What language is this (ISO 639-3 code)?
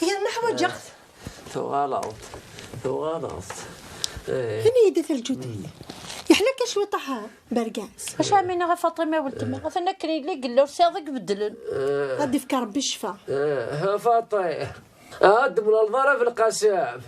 kab